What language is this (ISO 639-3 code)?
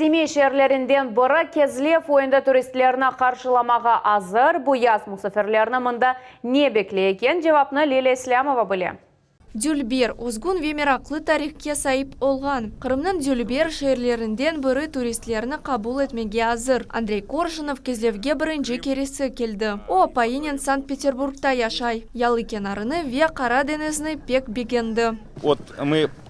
crh